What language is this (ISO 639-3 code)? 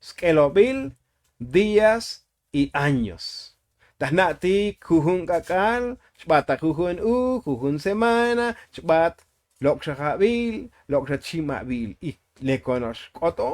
tzo